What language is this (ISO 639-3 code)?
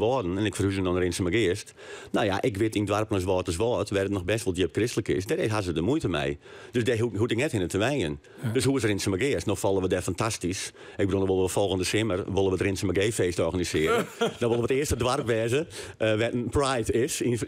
fry